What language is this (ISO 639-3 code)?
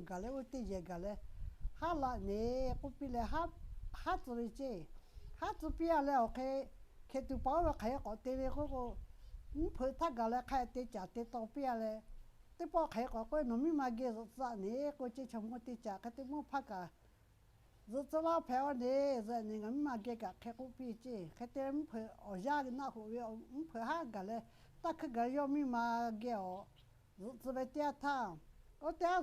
lhu